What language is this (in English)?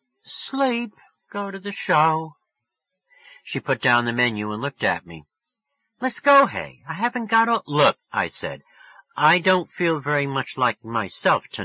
English